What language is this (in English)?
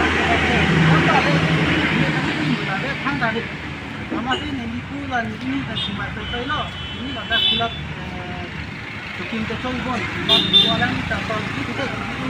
Karbi